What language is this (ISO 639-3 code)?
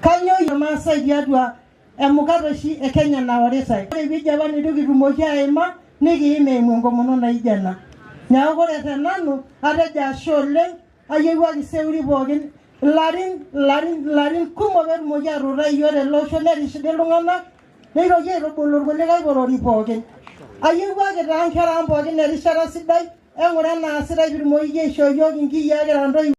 mas